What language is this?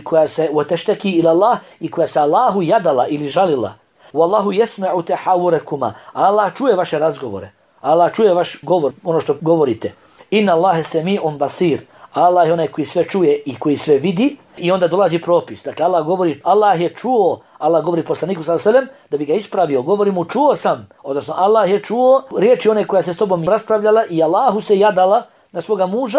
Bosnian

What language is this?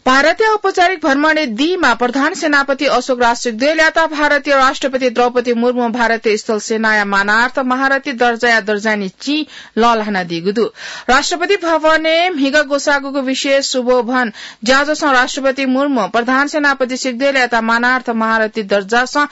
Newari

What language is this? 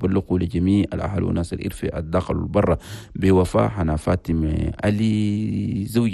Chadian Arabic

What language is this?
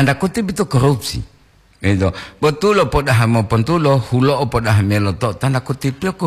Gorontalo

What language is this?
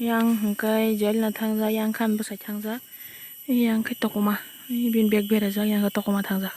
Kok Borok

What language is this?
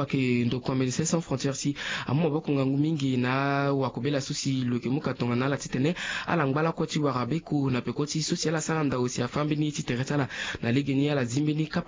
Sango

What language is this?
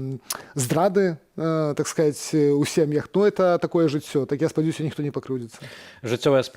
Belarusian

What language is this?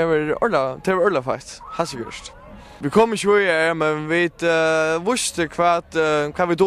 Faroese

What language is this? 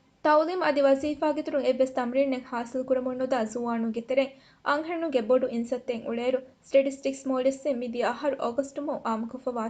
Divehi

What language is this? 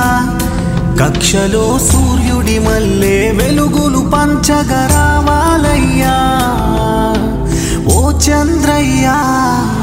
Telugu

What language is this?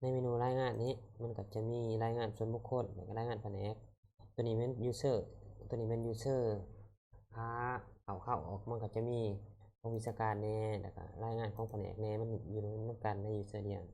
Lao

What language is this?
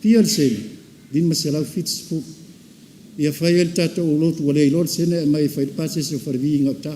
Samoan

